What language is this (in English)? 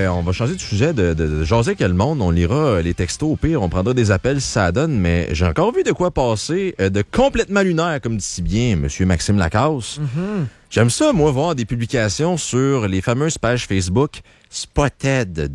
French